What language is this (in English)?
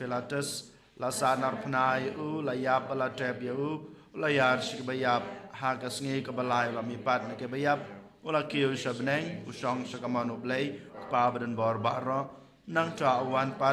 Khasi